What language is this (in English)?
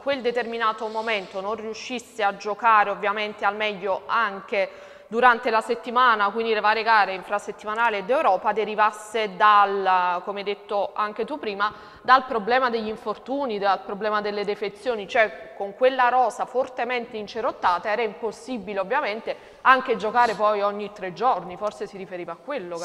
Italian